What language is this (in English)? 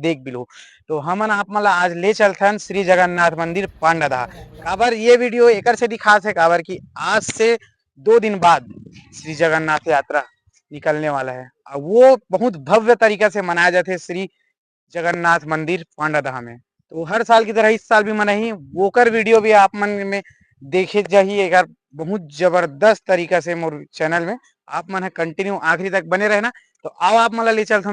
Chhattisgarhi